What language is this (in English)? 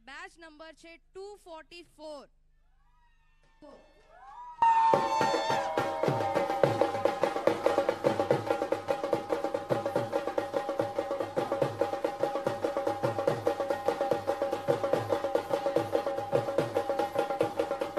Gujarati